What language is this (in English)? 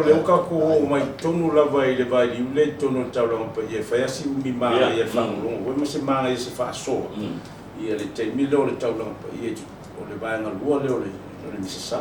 Samoan